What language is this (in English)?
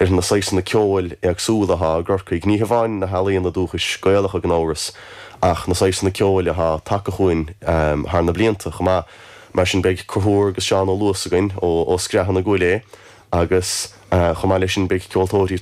Irish